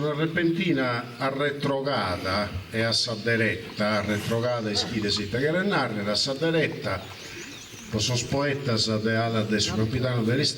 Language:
Sardinian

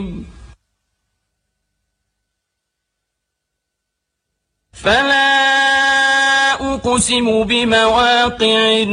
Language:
Arabic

